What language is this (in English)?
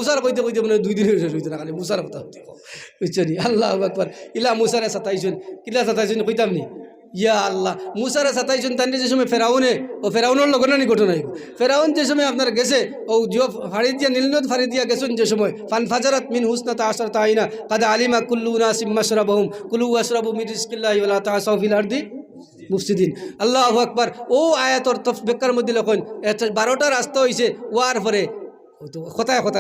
Sylheti